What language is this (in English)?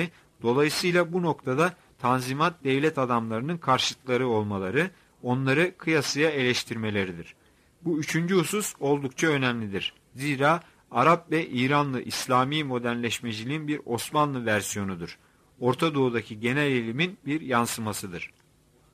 Turkish